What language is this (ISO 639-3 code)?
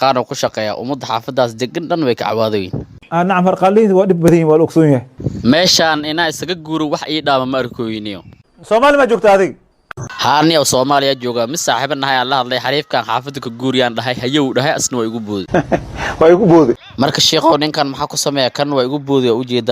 som